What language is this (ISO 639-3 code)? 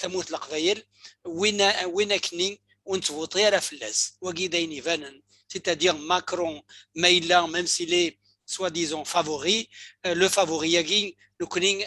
kab